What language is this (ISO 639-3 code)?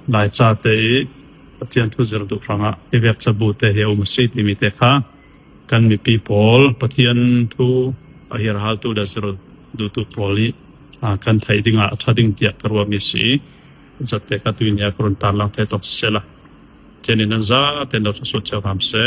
cfm